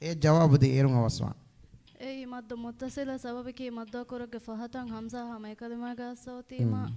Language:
Divehi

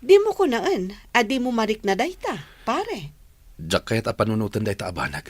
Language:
Iloko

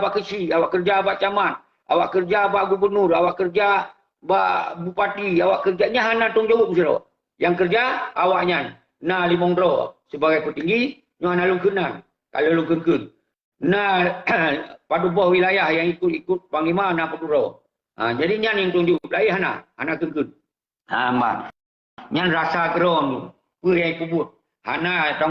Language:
Achinese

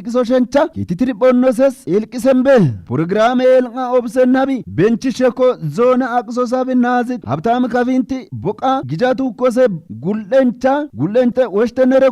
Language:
Kafa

